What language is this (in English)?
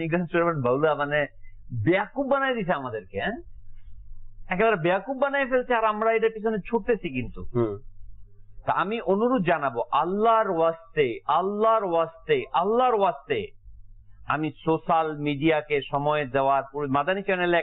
Bangla